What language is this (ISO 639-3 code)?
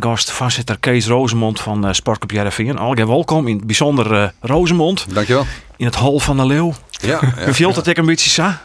fry